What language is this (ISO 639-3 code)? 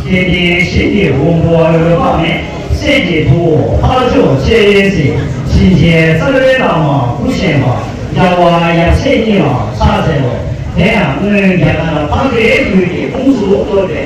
bod